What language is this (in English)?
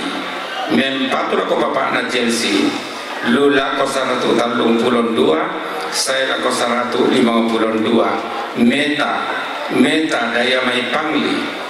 Toraja-Sa'dan